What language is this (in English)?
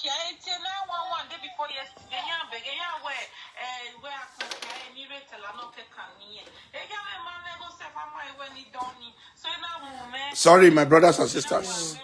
Nigerian Pidgin